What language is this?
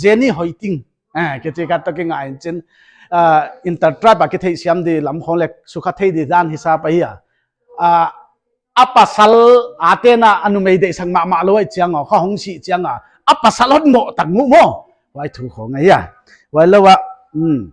Paite Chin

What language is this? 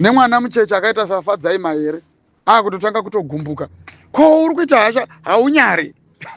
Shona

